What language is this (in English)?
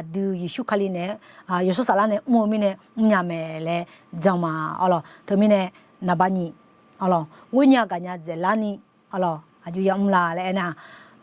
Akha